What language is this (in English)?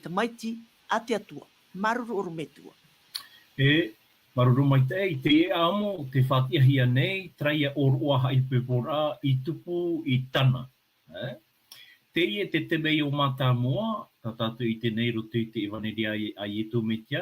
Tahitian